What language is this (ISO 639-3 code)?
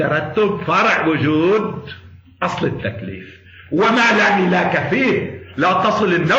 ara